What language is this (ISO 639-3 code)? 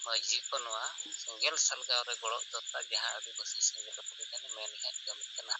sat